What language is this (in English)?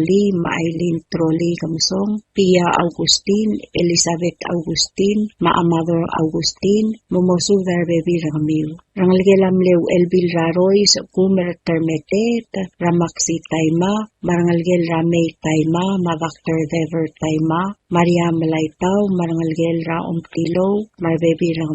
Palauan